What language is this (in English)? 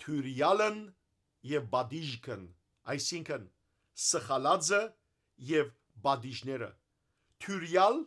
Western Armenian